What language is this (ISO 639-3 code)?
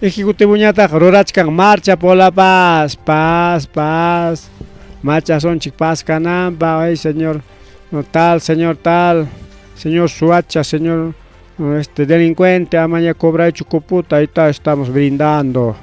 quy